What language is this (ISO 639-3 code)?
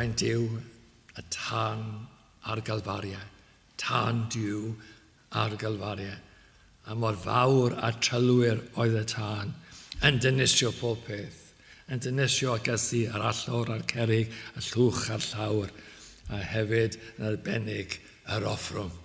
cym